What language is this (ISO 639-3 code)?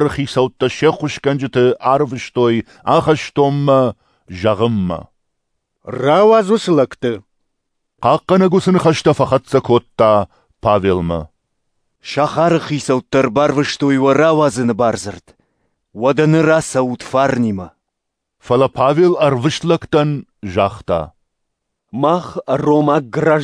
oss